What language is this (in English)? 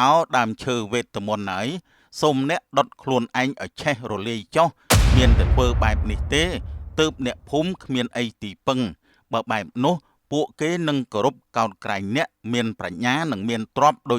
Khmer